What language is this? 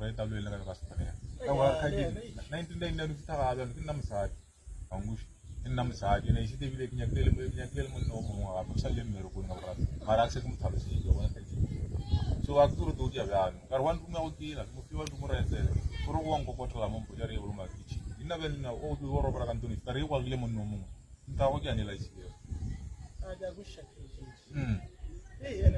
Northern Sotho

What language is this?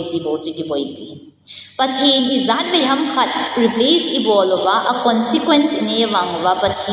Thado Chin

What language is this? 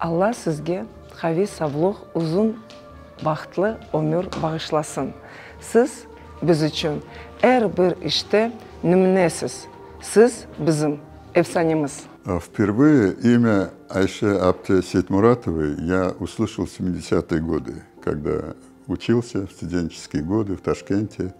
Crimean Tatar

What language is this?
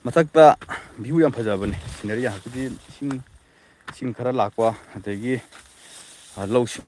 Manipuri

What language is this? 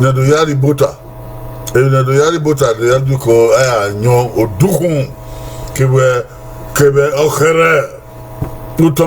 Bini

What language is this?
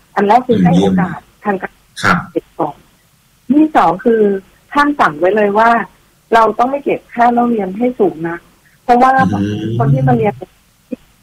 Thai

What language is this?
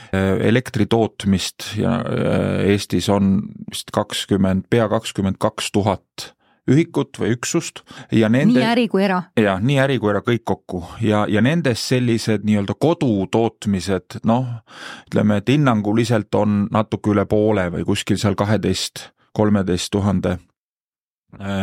Estonian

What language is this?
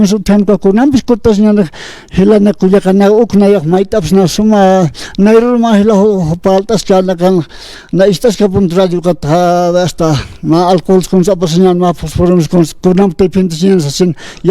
Aymara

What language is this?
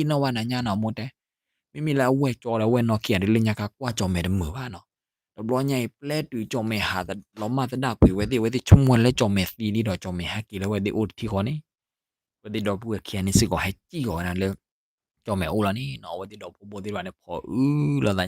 S'gaw Karen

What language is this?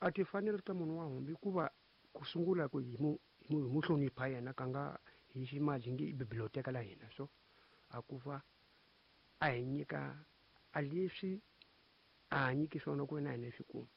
Tsonga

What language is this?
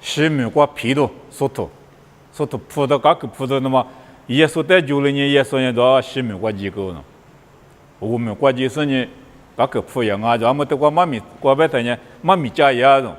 Lisu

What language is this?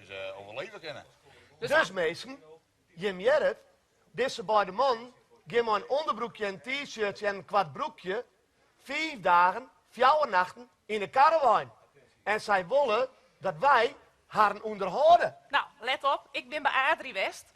Western Frisian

